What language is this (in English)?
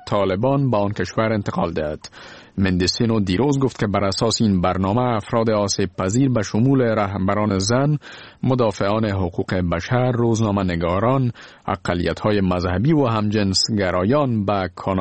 Persian